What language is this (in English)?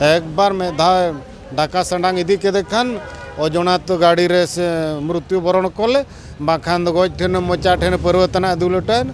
Santali